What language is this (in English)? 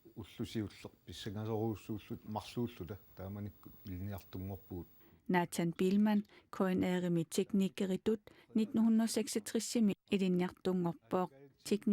Kalaallisut